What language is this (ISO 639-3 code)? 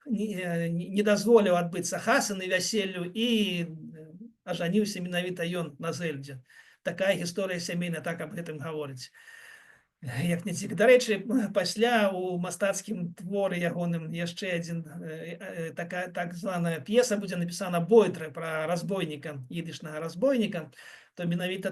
bel